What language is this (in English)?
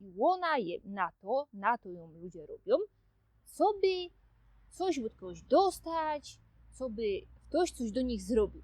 Silesian